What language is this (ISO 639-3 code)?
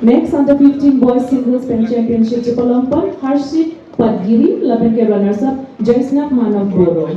mjw